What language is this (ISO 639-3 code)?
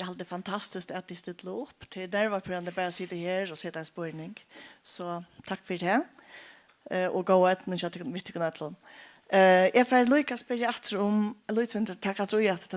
fao